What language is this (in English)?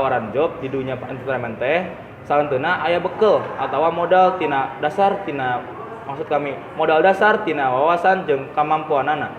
Sundanese